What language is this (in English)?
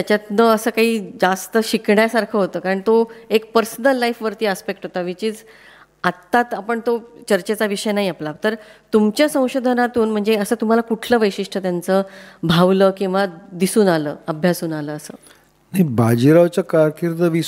Marathi